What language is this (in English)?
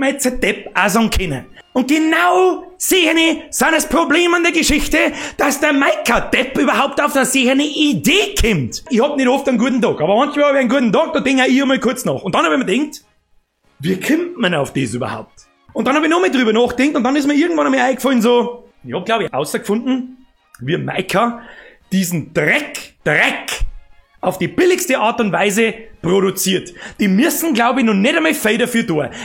Bavarian